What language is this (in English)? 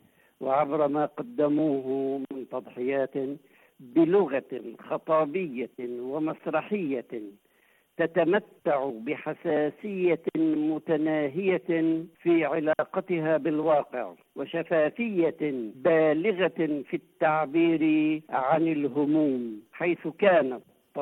Arabic